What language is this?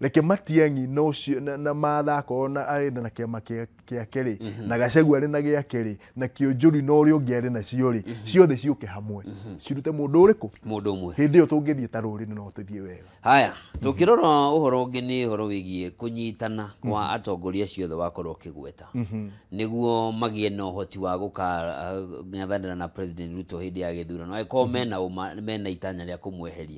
Kikuyu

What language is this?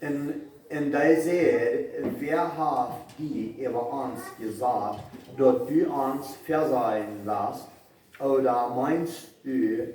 Plautdietsch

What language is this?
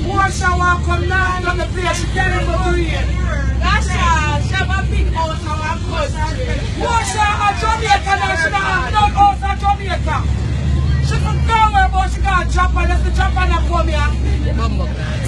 Jamaican Creole English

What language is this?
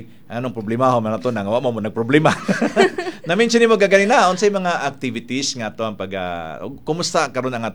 Cebuano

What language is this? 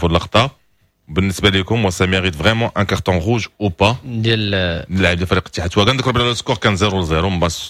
Moroccan Arabic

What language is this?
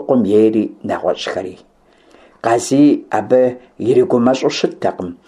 Kabardian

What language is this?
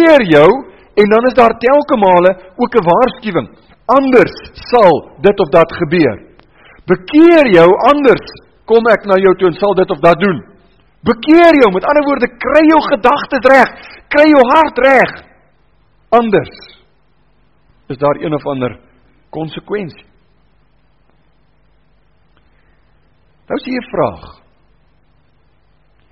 Afrikaans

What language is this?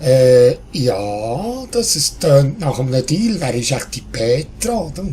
Swiss German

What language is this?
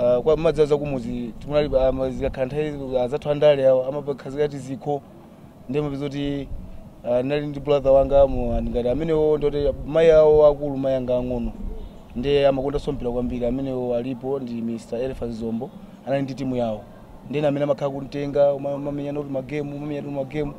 Nyanja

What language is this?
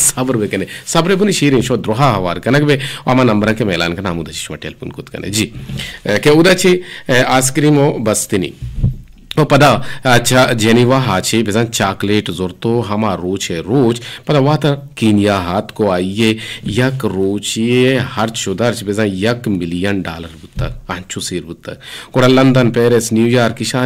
Eastern Balochi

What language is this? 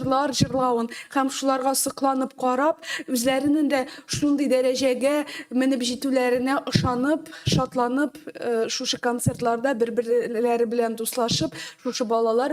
Tatar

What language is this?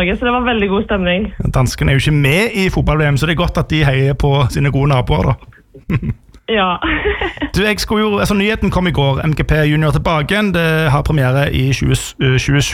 Norwegian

